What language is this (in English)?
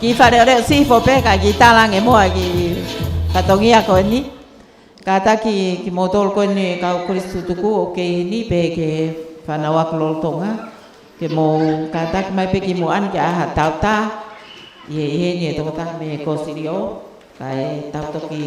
Tongan